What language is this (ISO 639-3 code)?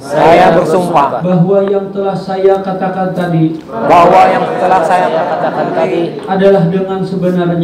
ind